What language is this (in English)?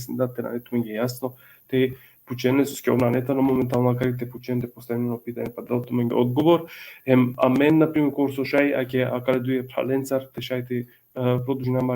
Balkan Romani